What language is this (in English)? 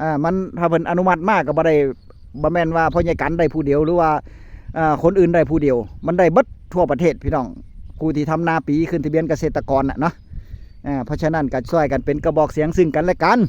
Northeastern Thai